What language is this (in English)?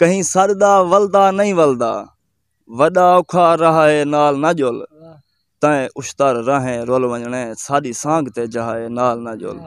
Saraiki